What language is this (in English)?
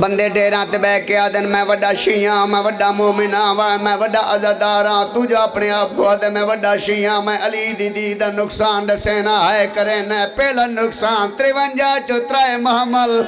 Pahari-Potwari